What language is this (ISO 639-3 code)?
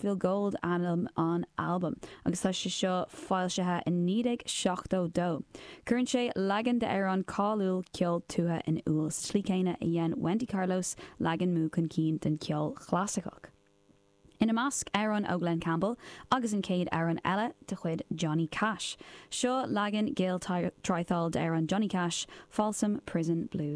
gle